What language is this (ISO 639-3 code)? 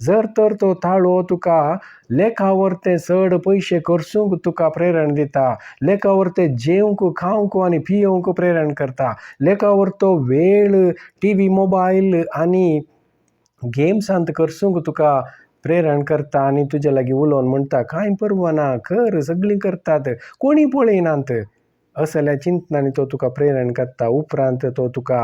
kok